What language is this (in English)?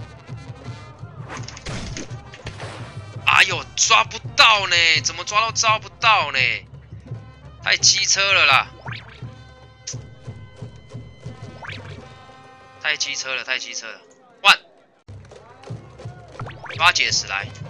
Chinese